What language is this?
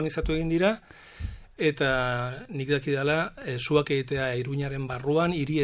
Basque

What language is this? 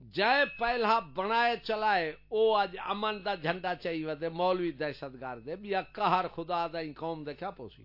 Saraiki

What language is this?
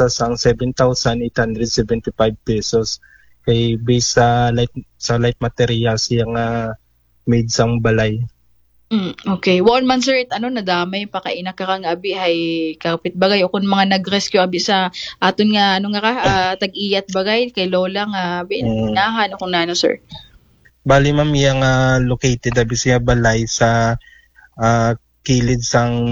Aklanon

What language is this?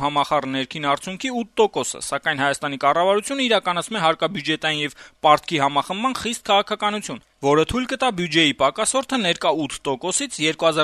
Armenian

